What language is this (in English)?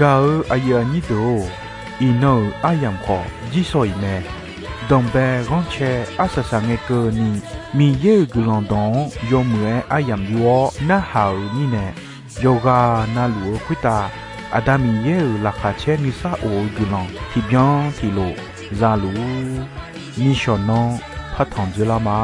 Akha